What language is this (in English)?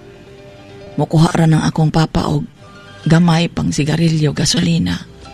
Cebuano